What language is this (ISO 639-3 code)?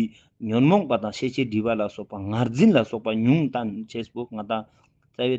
bod